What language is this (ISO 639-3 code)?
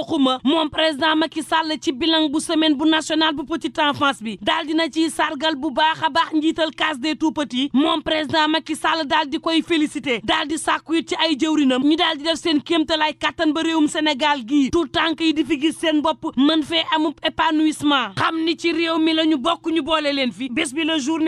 wol